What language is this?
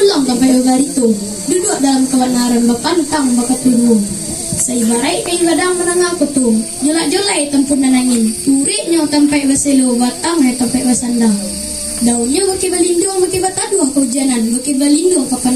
Minangkabau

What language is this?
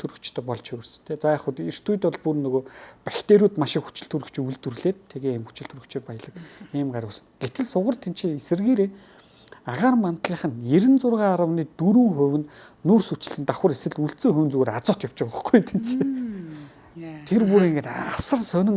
Mongolian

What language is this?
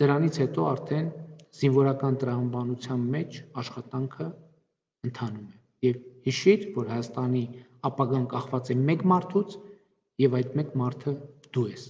Armenian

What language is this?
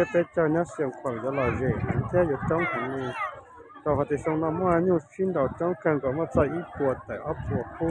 Hmong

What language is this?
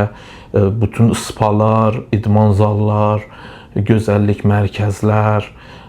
Azerbaijani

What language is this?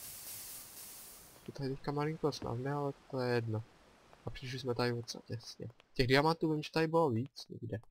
Czech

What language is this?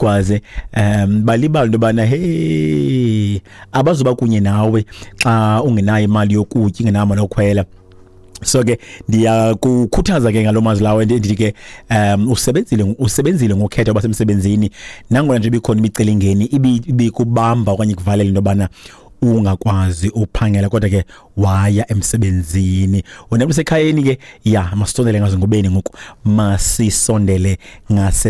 Xhosa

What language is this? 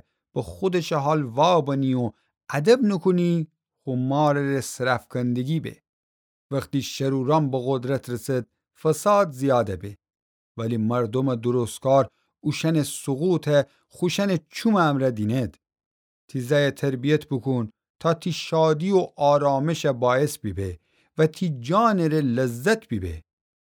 Gilaki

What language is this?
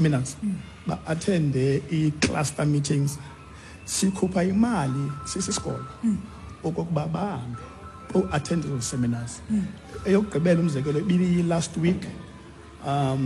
Xhosa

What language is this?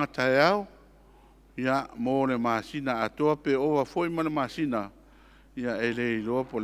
Samoan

